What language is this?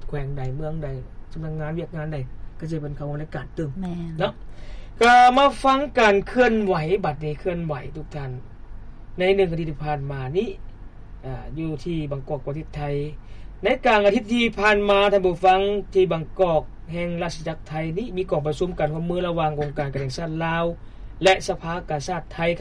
Lao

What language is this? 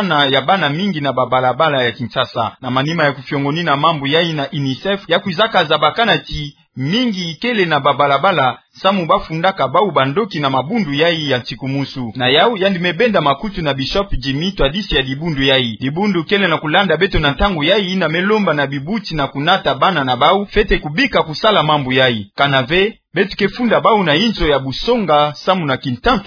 Kituba (Democratic Republic of Congo)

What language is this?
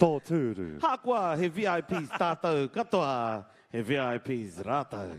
Māori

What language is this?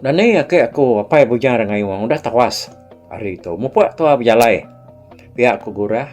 Iban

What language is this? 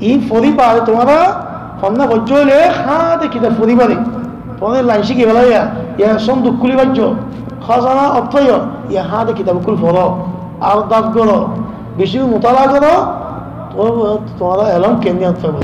Rohingya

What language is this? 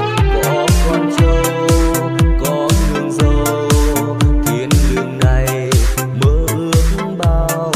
Vietnamese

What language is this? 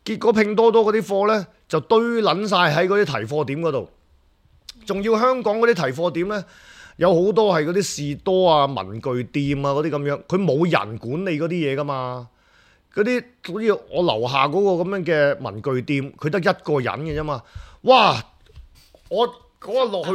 Cantonese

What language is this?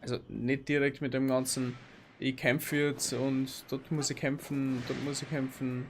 Bavarian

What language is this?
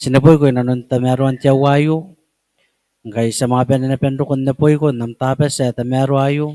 Gilbertese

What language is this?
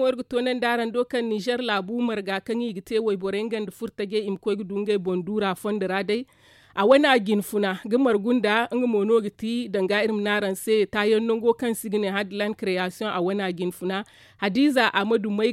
Zarma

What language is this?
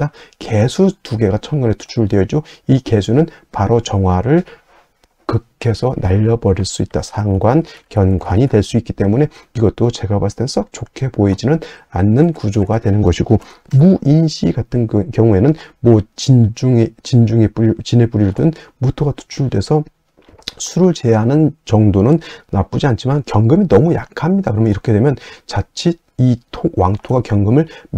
Korean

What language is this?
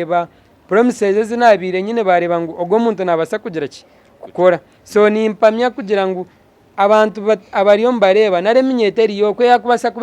Nyankole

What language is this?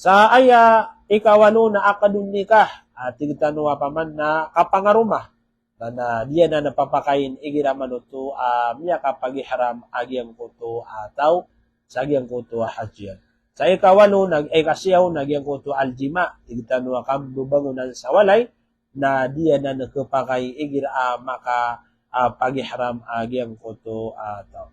Maranao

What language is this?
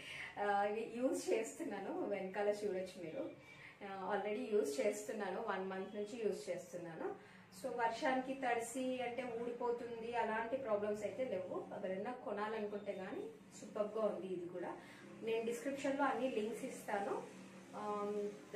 Telugu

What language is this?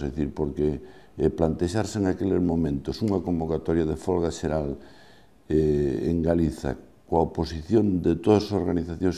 Galician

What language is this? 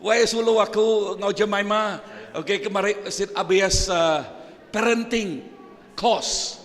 Iban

